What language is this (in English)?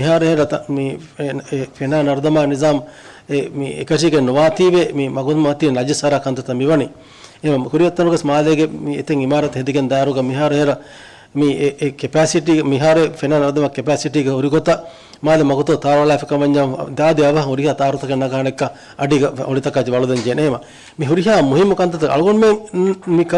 Divehi